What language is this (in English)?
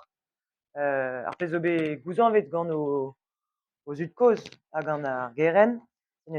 Breton